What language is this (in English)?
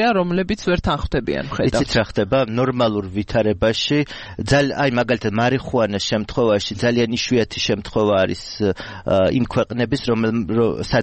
Georgian